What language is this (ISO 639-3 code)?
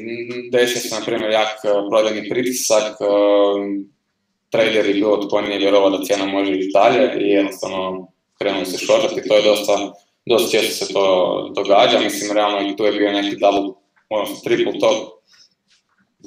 hrv